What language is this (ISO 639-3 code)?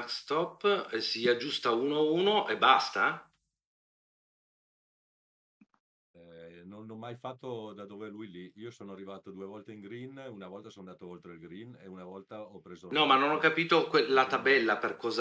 ita